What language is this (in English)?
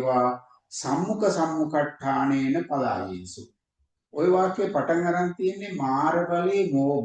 Sinhala